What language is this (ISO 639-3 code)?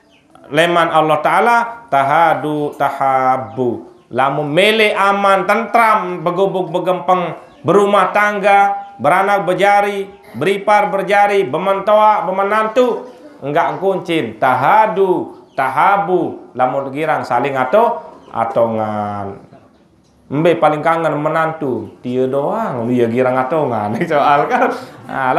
sas